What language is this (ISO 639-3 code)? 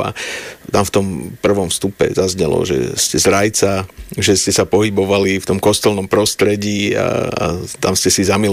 slk